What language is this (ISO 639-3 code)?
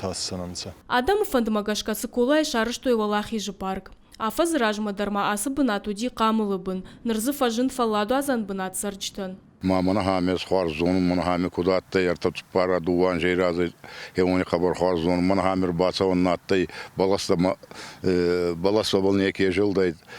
oss